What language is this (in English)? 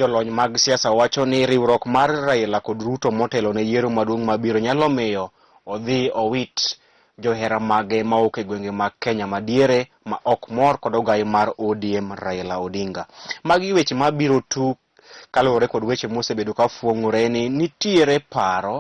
Luo (Kenya and Tanzania)